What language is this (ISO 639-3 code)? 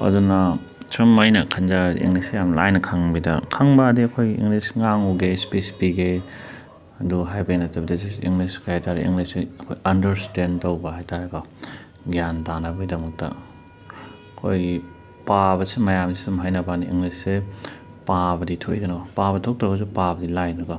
mni